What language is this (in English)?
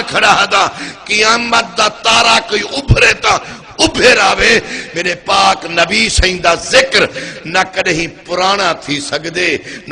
Saraiki